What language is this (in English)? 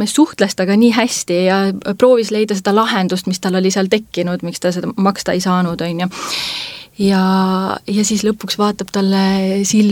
Estonian